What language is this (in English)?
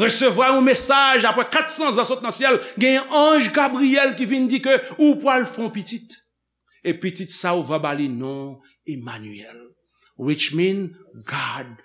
Haitian Creole